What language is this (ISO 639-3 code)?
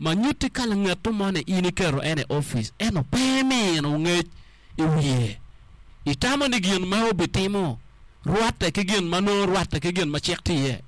ach